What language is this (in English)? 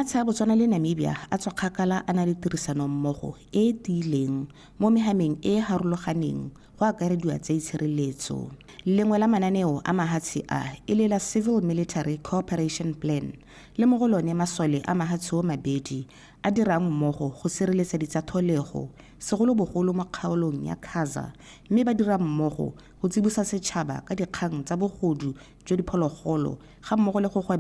Tswana